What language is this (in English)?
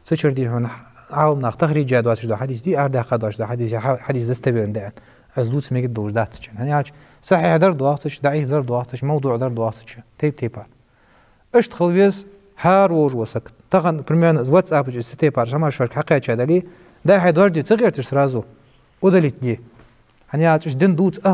Ingush